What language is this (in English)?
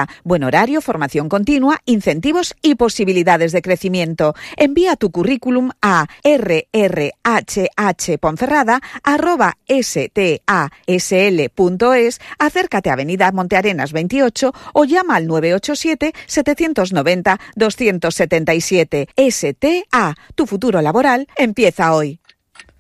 Spanish